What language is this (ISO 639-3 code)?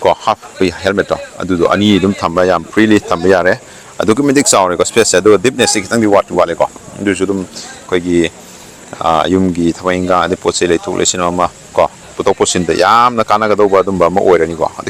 mni